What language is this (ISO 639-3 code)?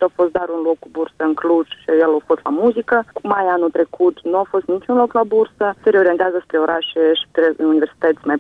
ron